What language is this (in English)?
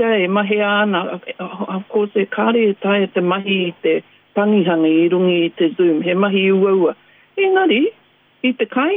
Māori